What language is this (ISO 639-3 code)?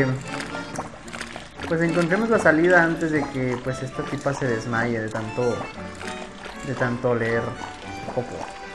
spa